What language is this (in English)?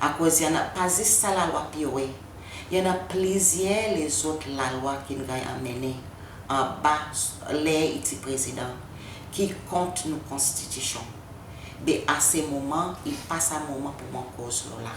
Seselwa Creole French